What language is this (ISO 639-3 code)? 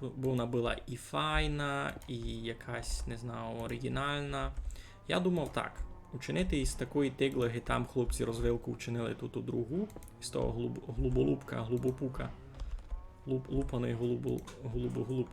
rue